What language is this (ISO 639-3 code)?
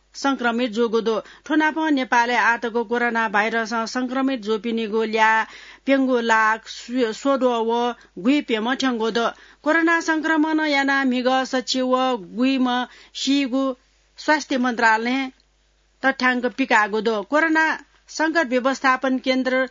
new